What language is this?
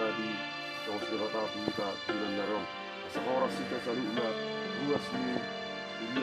Batak Toba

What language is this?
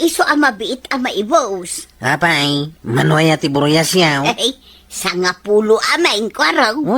Iloko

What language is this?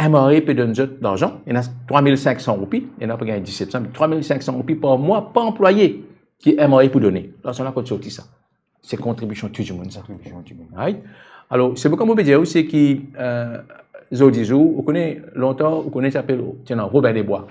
Morisyen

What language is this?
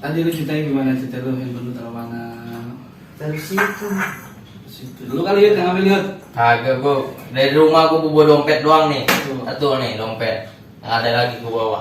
Betawi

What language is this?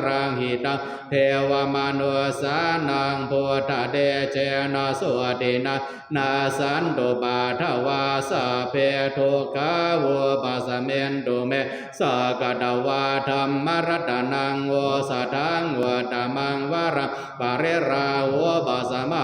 Pali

